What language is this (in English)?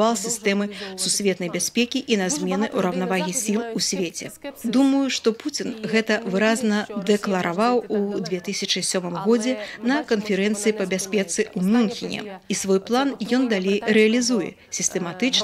Belarusian